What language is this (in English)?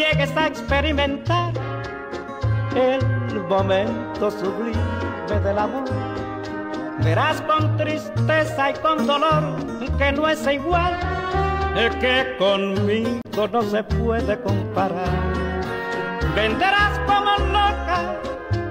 Spanish